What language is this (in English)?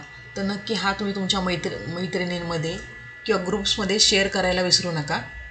Marathi